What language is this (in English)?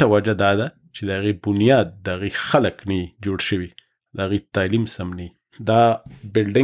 Pashto